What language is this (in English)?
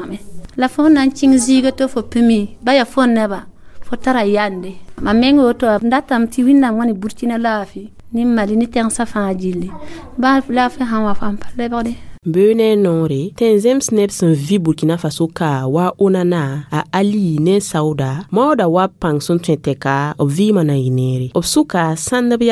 Mossi